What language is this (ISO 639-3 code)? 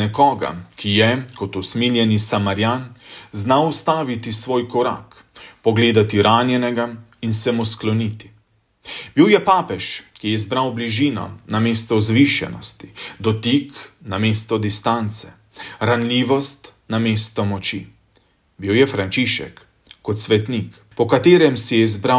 slv